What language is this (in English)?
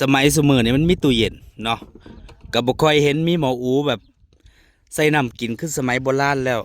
Northeastern Thai